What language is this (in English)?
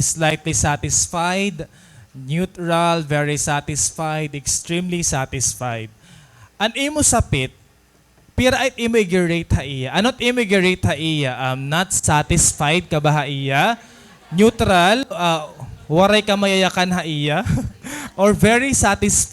Waray